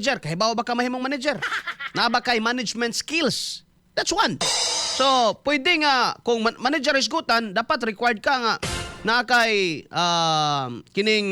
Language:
Cebuano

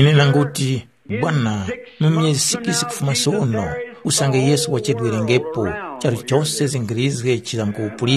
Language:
Tumbuka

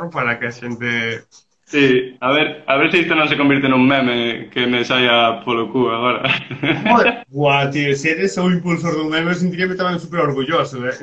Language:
Galician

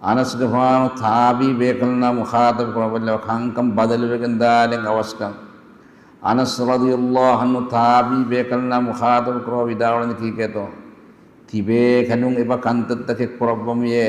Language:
Divehi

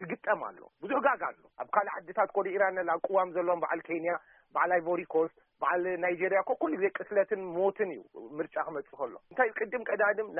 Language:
Tigrinya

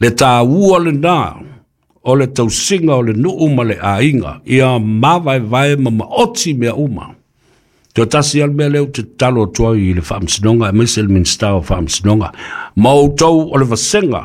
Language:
Samoan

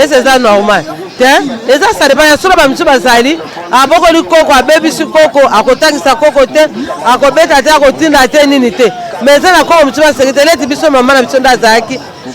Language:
Lingala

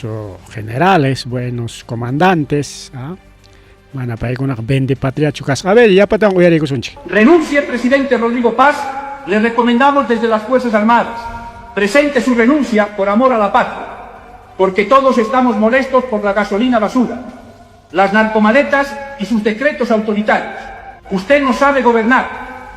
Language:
Ayacucho Quechua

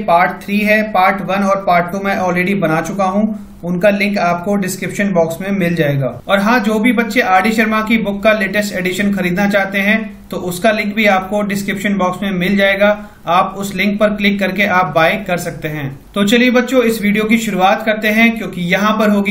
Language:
Hindi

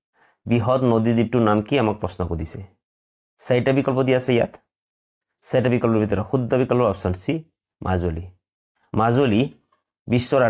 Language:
Assamese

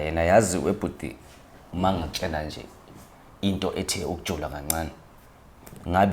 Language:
Zulu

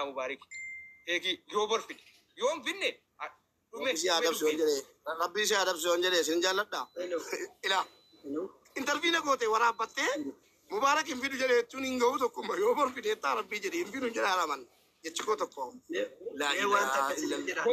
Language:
Oromo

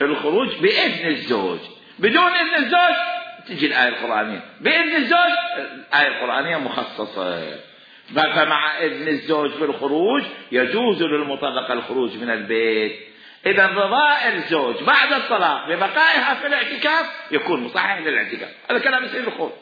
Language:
Mesopotamian Arabic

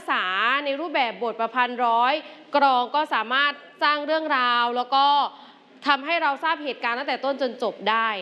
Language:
Thai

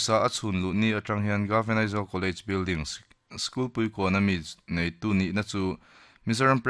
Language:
Mizo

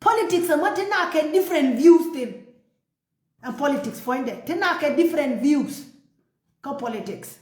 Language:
Nuer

